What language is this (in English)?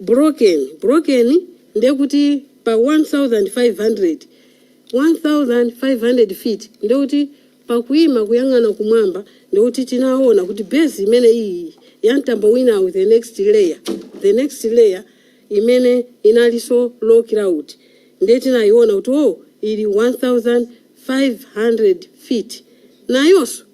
Nyanja